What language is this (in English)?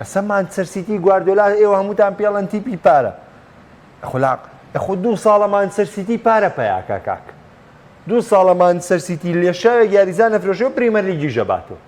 Central Kurdish